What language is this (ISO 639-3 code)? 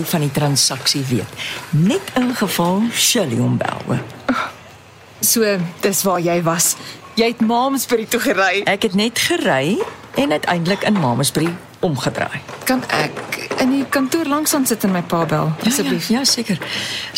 afr